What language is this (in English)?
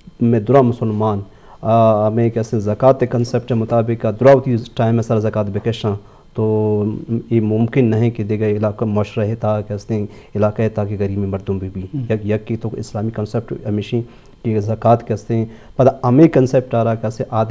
Eastern Balochi